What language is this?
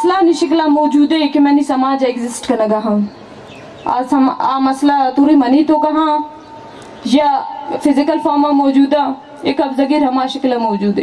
Baluchi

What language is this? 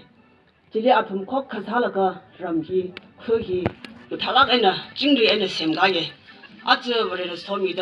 Tangkhul Naga (India)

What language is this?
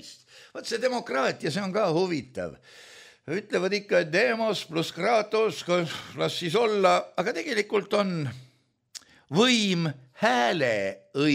Estonian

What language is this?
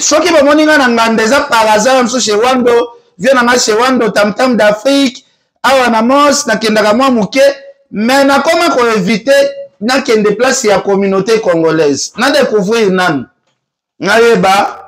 Lingala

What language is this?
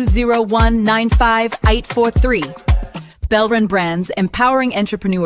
Venda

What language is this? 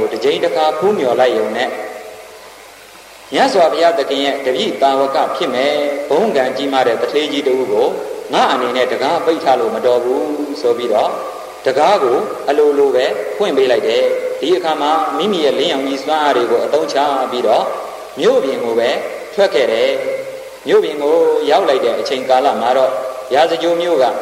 Burmese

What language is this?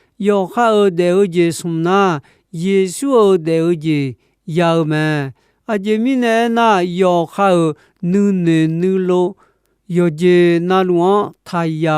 Akha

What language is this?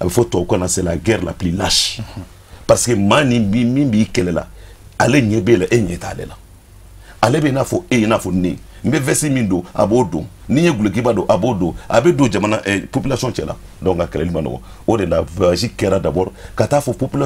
Bambara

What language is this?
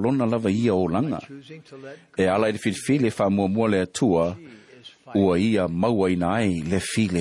Samoan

